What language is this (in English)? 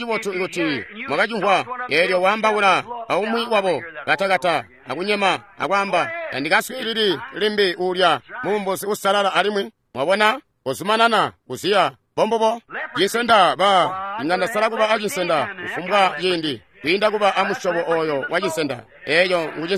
Tonga (Zambia)